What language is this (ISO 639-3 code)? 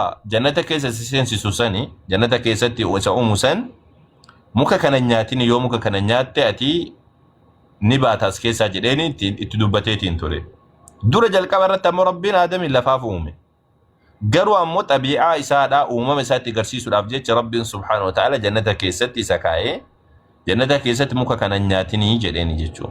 orm